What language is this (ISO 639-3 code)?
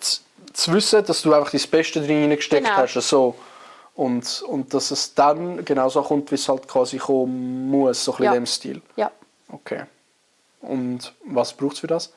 gsw